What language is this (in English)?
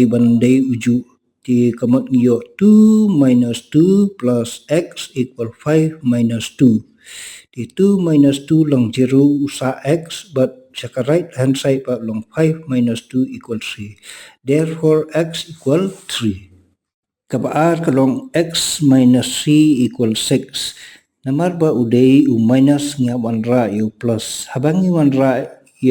Khasi